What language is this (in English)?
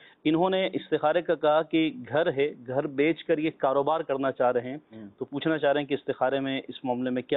Urdu